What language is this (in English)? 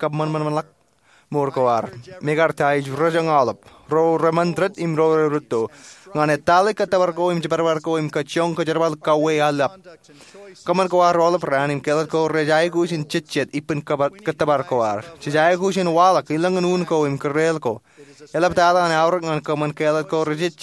Marshallese